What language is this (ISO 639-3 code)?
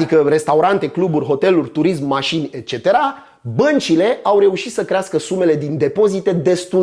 ron